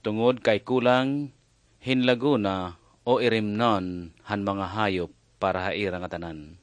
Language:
Waray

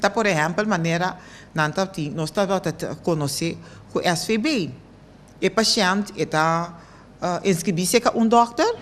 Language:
Papiamento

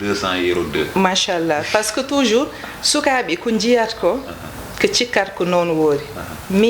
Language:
Fula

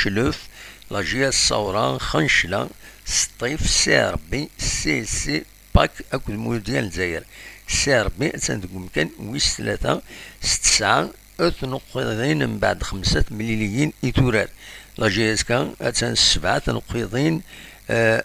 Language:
Kabyle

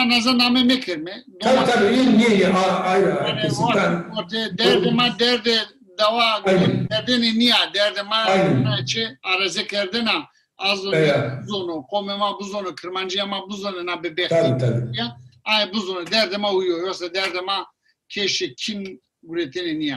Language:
Zaza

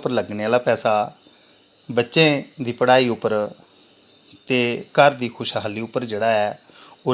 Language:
Dogri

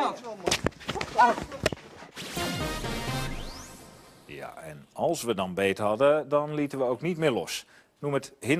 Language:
Dutch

